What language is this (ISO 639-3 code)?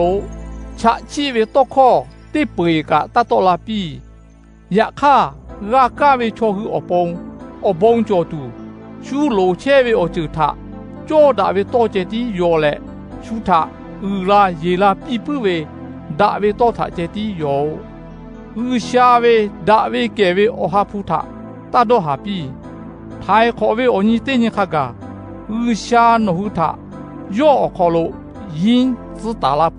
lhu